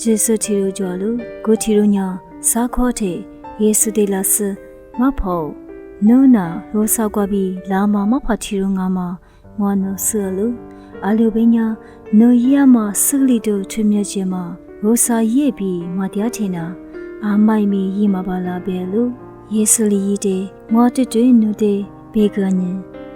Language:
Lisu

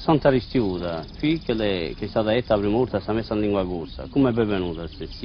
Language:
Corsican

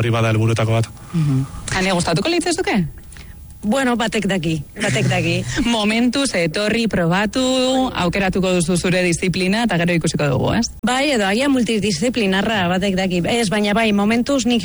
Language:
Basque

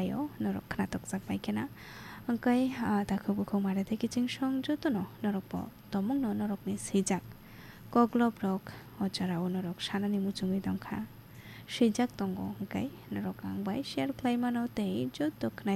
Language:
Kok Borok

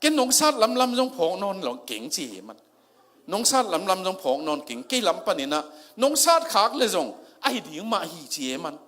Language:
Tedim Chin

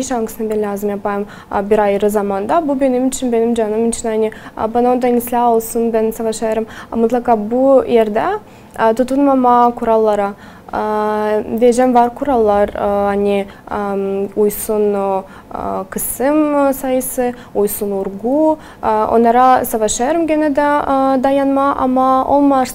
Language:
Gagauz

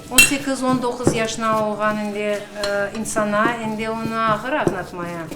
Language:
Crimean Tatar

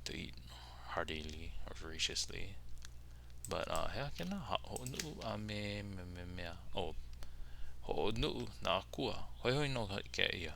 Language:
Hawaiian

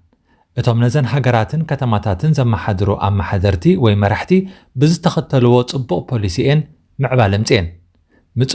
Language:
Tigrinya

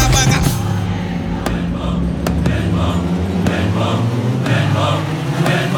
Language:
Tamil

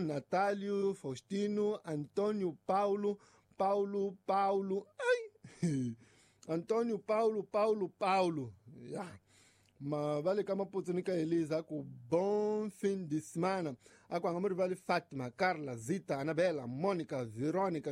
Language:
Tsonga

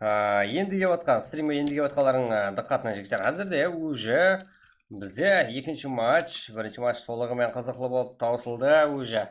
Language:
Kara-Kalpak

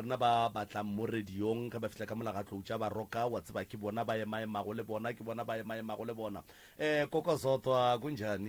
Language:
Northern Sotho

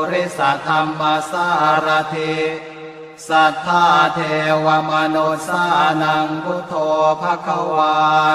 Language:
Pali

